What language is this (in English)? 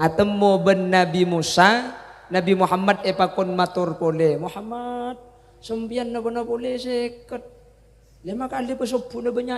Madurese